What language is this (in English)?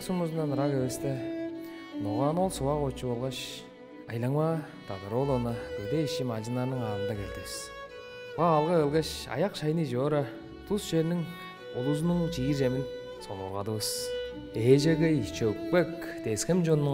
Tuvinian